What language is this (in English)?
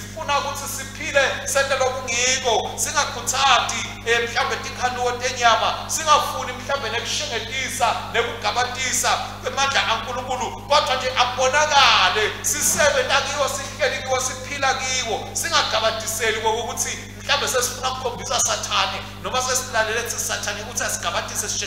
Swati